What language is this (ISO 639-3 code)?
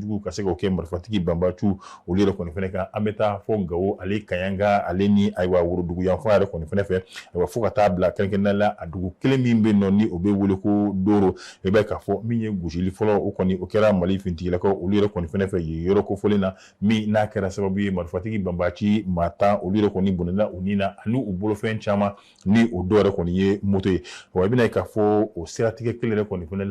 bam